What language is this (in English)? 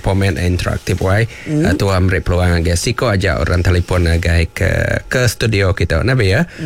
Iban